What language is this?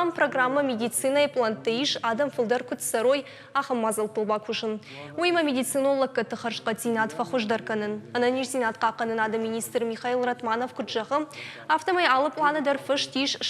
Ossetic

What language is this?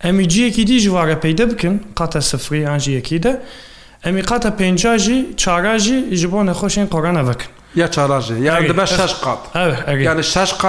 Kurdish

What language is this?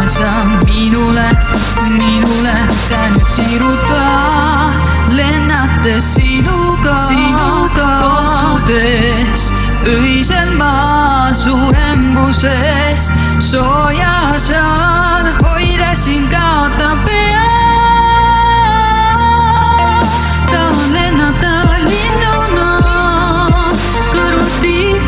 Estonian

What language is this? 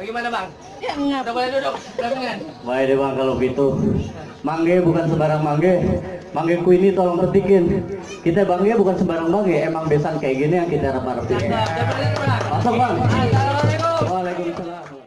Betawi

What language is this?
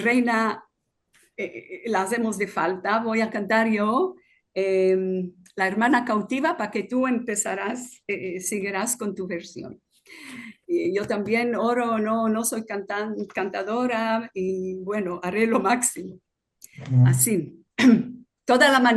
Ladino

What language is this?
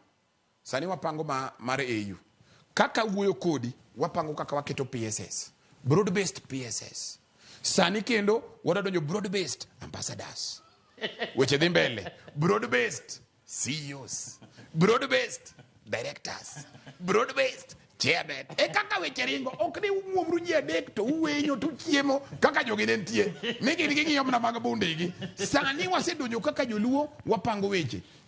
Luo (Kenya and Tanzania)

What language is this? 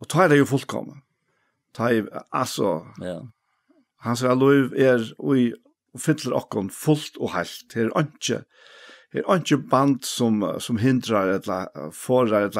Faroese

